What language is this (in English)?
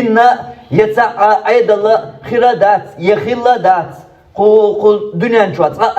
Chechen